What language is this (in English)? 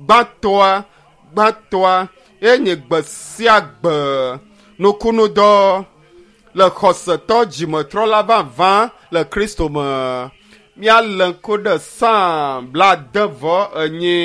Ewe